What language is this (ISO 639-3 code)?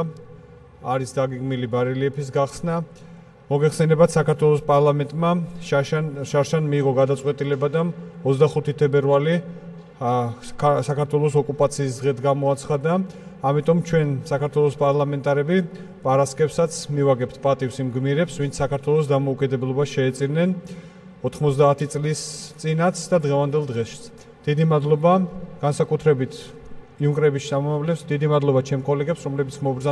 kat